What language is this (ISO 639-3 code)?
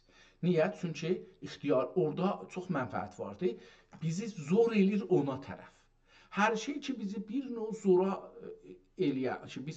azb